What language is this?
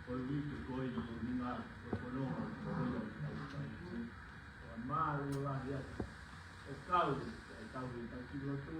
Tongan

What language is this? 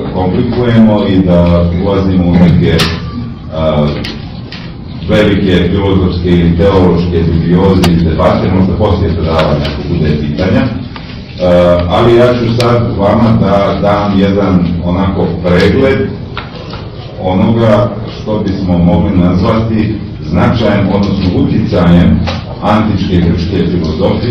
Serbian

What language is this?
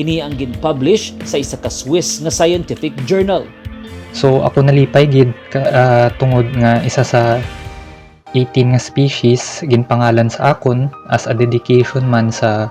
Hiligaynon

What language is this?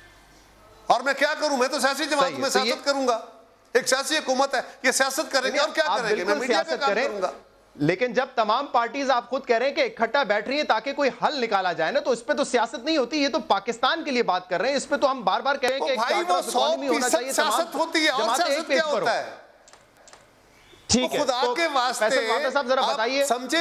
Urdu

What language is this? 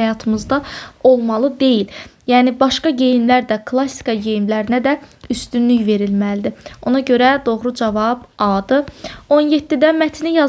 Azerbaijani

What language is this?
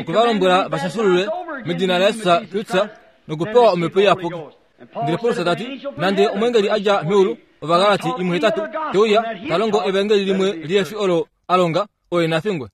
Kuanyama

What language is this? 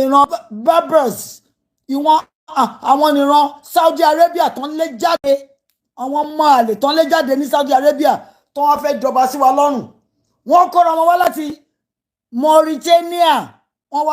Yoruba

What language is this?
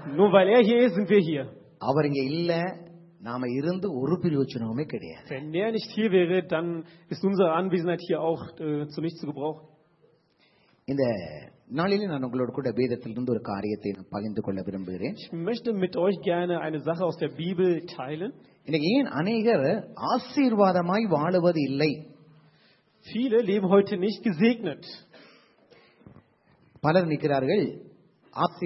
Tamil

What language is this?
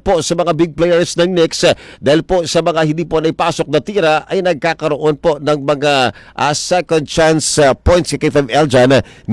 Filipino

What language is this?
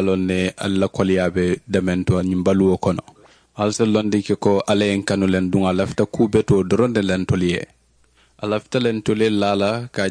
Mandingo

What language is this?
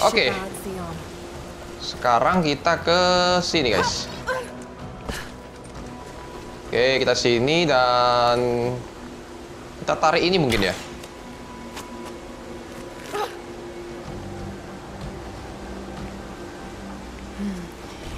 Indonesian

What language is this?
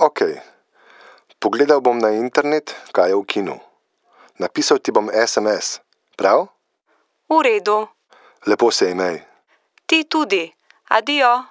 Slovenian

